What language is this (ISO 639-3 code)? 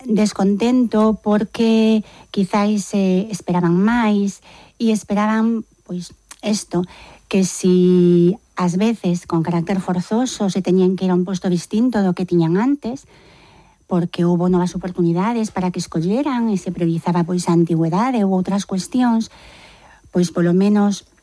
glg